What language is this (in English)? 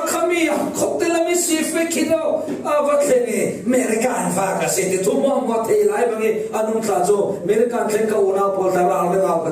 Falam Chin